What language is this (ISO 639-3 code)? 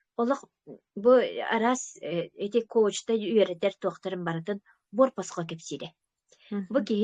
sah